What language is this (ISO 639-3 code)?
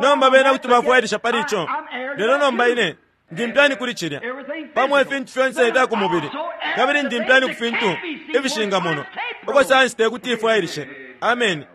bem